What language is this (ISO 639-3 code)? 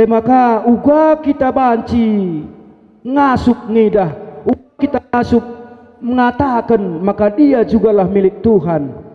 btx